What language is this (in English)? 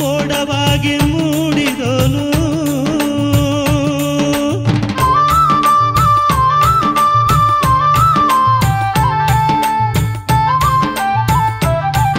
Kannada